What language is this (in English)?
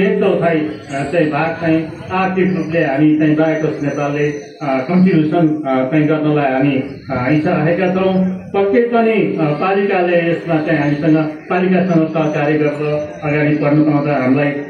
Nepali